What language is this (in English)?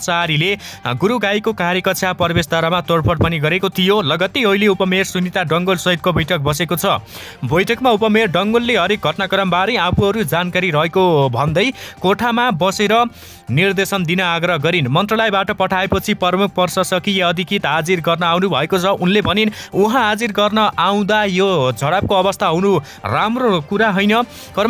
Nepali